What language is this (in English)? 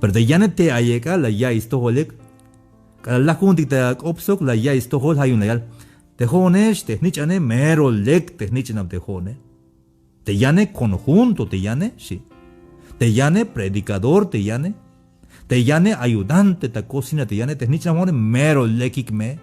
Tzeltal